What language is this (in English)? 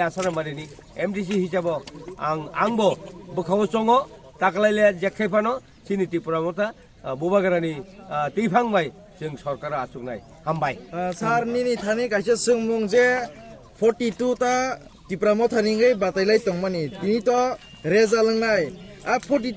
Kok Borok